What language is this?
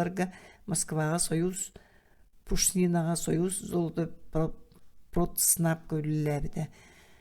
Yakut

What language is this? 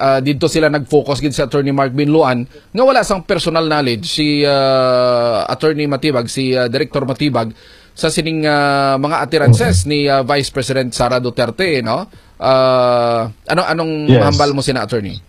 Hiligaynon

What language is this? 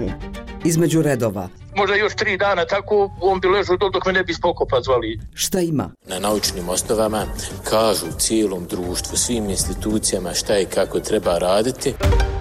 Bosnian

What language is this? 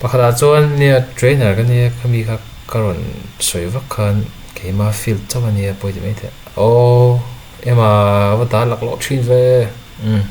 Mizo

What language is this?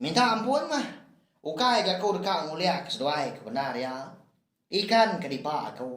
Iban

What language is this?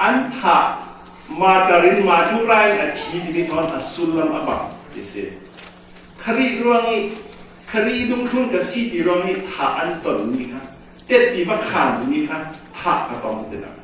Falam Chin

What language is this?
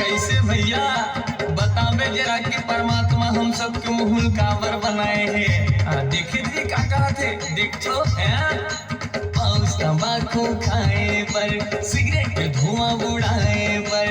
Chhattisgarhi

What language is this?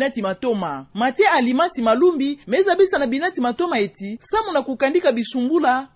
Kituba (Democratic Republic of Congo)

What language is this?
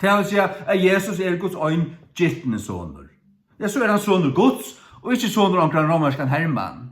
Faroese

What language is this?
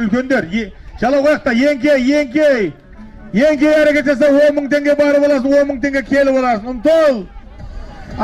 Kazakh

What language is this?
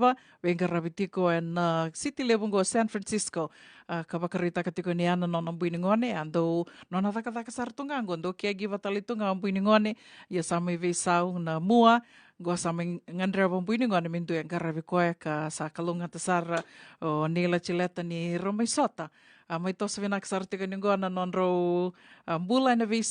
Fijian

